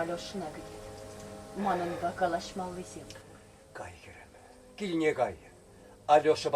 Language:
Chuvash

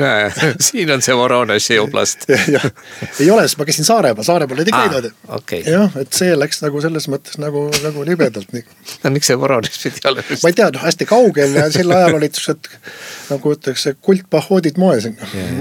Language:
Estonian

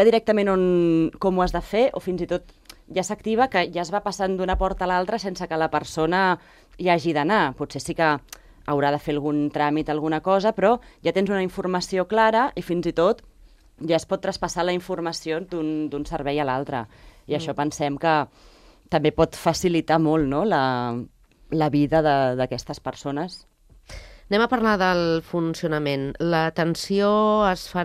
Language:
Catalan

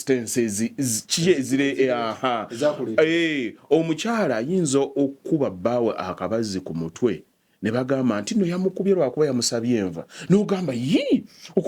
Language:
Ganda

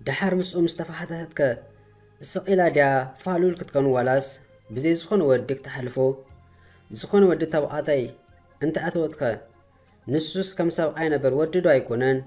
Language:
Tigrinya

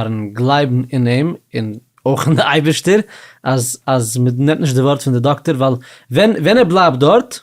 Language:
Yiddish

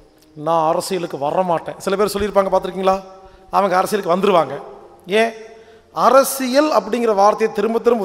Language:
Tamil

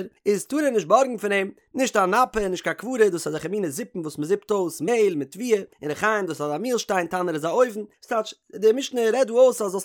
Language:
Yiddish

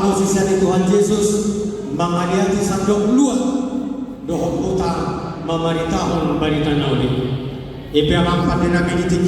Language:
Batak Toba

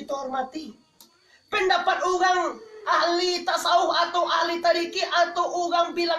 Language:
Minangkabau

